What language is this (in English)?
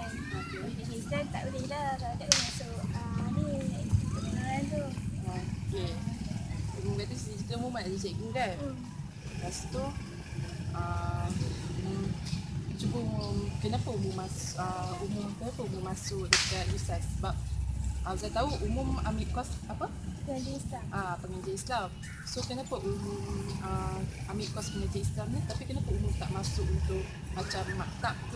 Malay